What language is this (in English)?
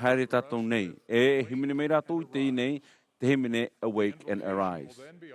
Tahitian